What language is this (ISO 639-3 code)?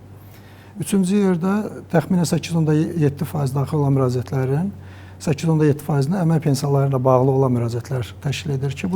aze